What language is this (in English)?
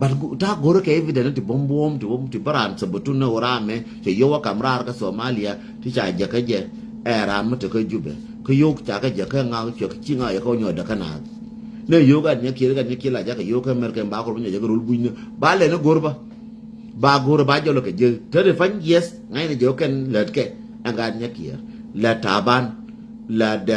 Nuer